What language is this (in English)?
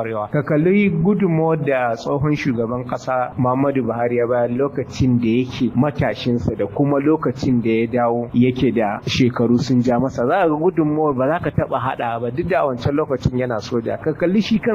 Hausa